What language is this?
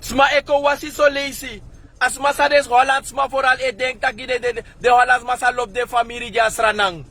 Sranan Tongo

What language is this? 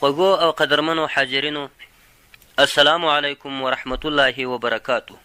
Pashto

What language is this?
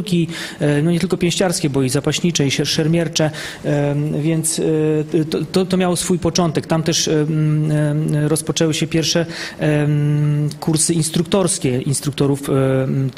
Polish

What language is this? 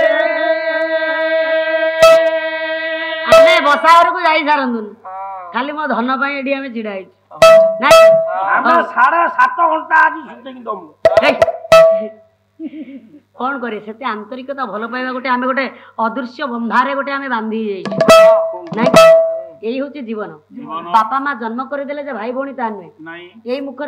Odia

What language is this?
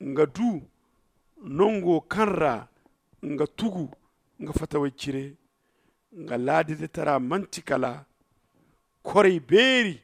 Zarma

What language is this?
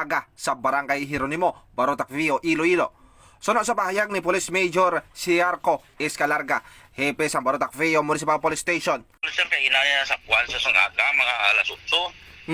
Hiligaynon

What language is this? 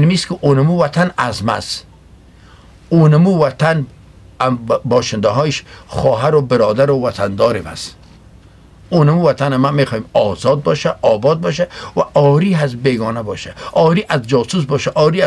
Persian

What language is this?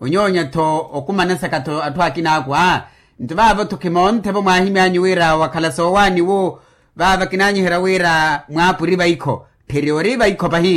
Makhuwa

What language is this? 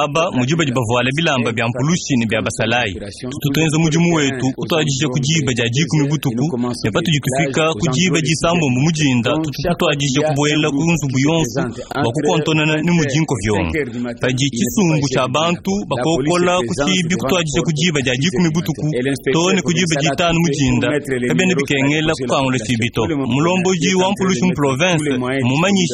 Luba-Lulua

